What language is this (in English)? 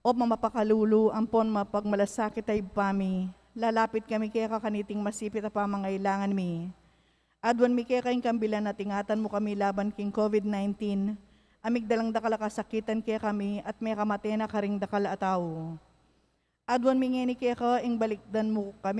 Pampanga